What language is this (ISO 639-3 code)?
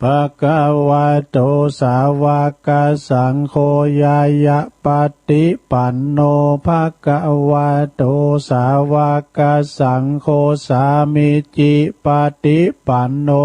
pli